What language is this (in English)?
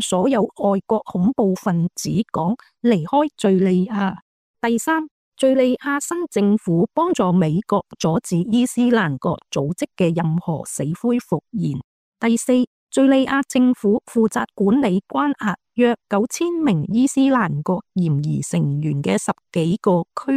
Cantonese